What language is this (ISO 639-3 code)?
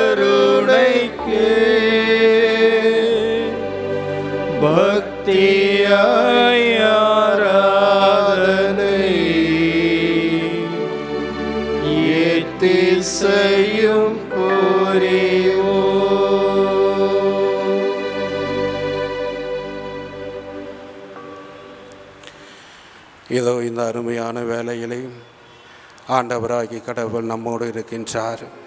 tam